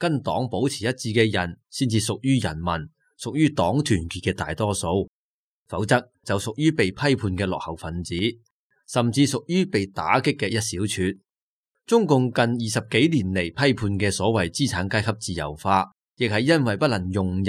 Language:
Cantonese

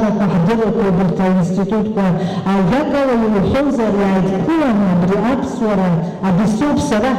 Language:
Abkhazian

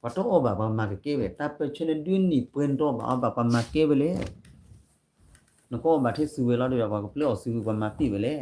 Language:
S'gaw Karen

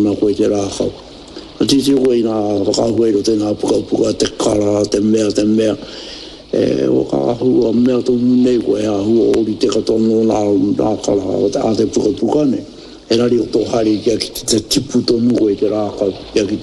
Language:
Māori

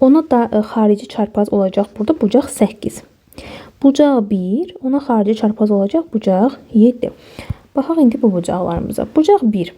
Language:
Azerbaijani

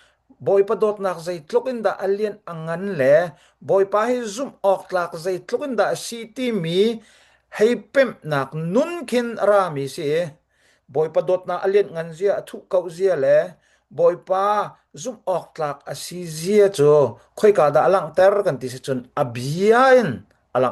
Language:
Hakha Chin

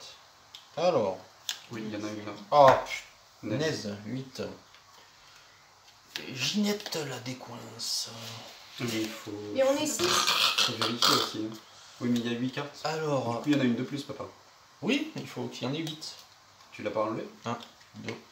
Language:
French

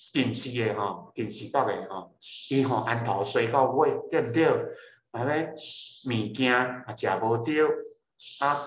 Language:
Min Nan Chinese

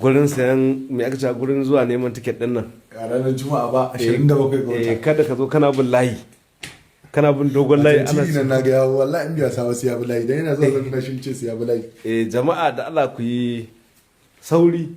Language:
Hausa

